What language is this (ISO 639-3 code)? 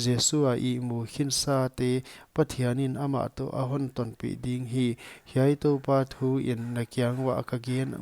pck